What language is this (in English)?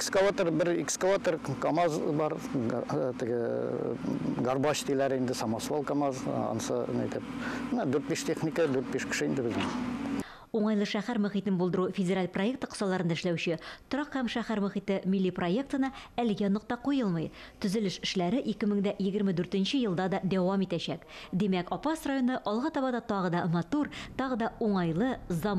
Tatar